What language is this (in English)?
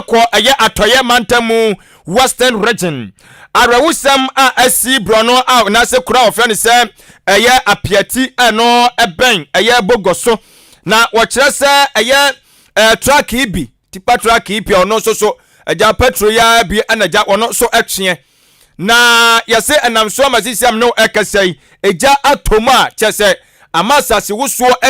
Akan